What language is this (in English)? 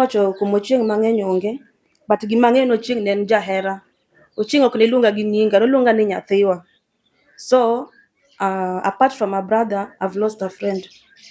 Luo (Kenya and Tanzania)